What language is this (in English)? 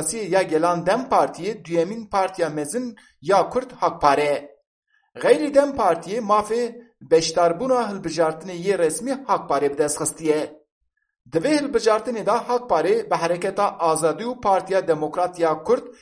Kurdish